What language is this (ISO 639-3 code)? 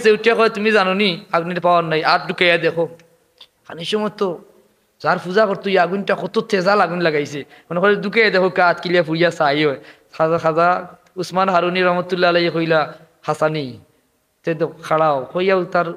syl